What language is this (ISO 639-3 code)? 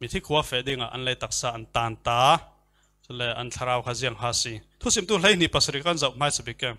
cfm